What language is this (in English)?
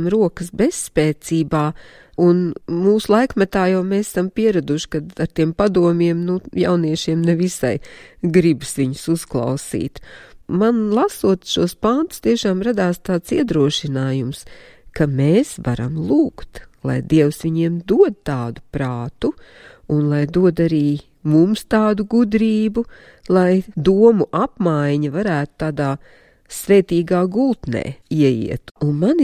Latvian